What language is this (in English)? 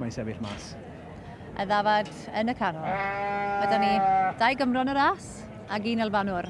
Welsh